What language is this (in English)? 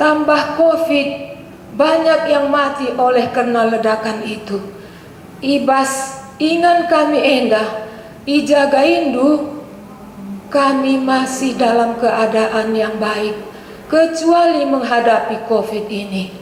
Batak Karo